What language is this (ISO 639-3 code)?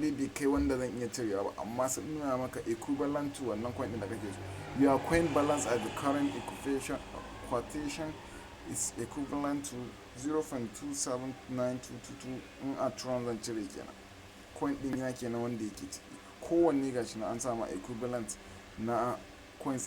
hau